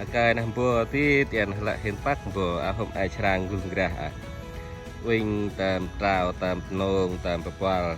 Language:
Central Mnong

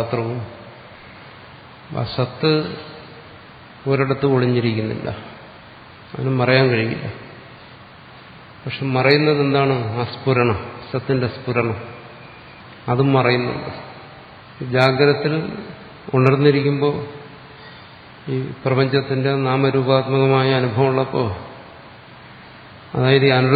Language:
Malayalam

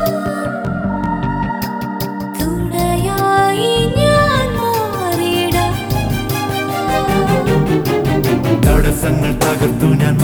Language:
Malayalam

